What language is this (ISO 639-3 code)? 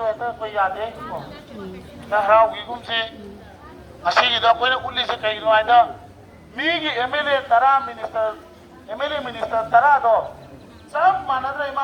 mni